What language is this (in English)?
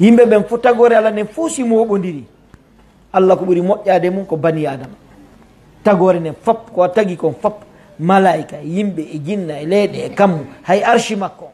Pular